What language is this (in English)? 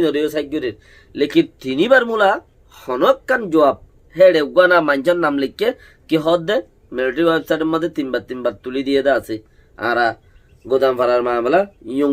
Rohingya